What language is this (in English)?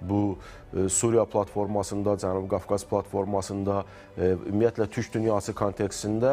Azerbaijani